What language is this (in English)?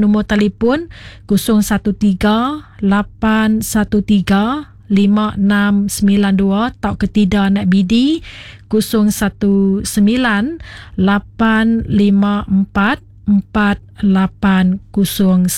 Iban